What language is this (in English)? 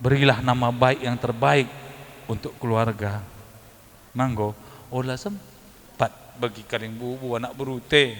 Batak Karo